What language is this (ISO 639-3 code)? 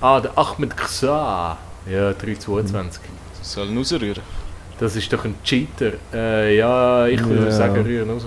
gsw